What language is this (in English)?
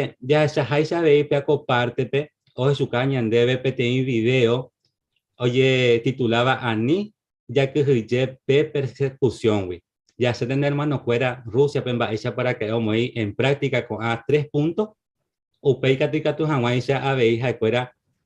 Guarani